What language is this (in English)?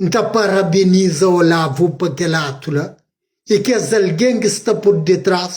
Kabuverdianu